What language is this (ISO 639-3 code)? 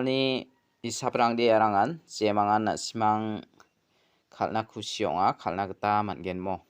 grt